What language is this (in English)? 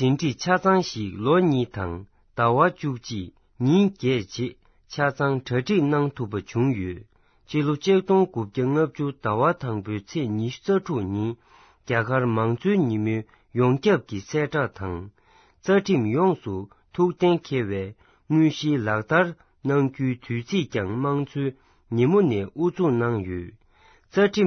Tibetan